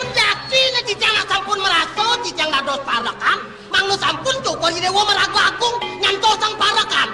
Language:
Balinese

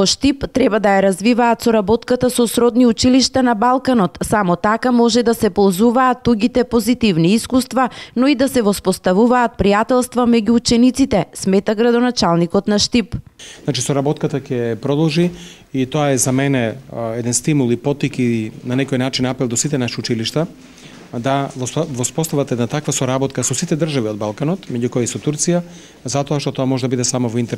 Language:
Macedonian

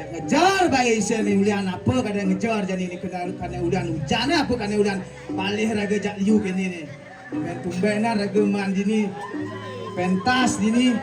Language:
Balinese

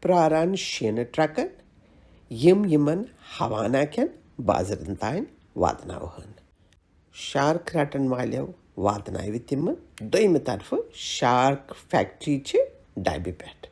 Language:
Kashmiri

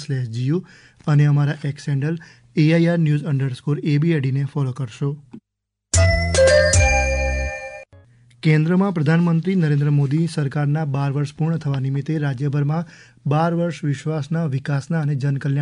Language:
Gujarati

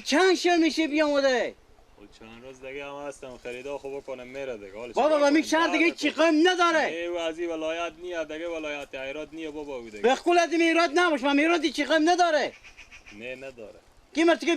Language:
Persian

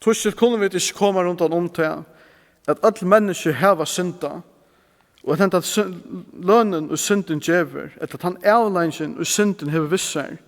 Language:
Faroese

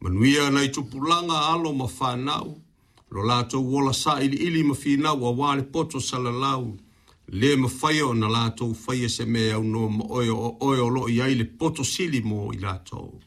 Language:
Samoan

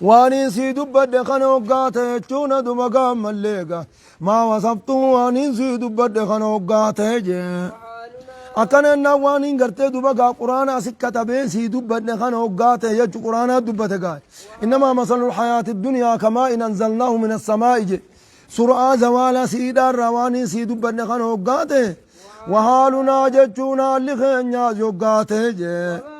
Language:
Oromo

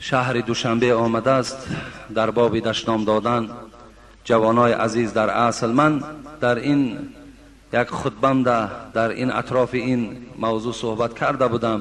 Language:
Tajik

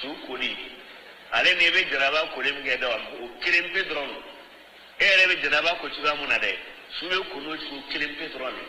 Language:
Bambara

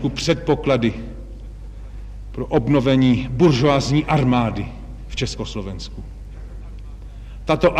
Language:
Czech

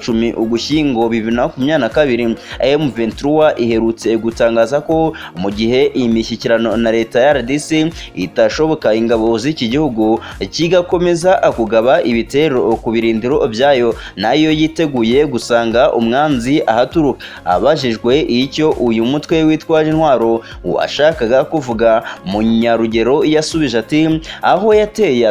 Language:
Kinyarwanda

